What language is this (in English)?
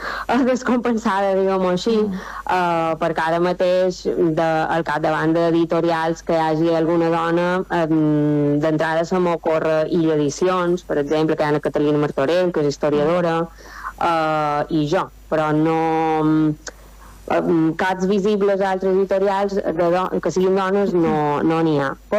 Catalan